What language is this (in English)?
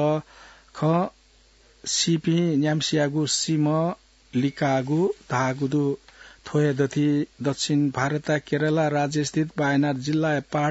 Newari